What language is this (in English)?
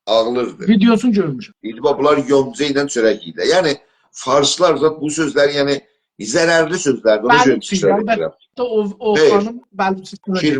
South Azerbaijani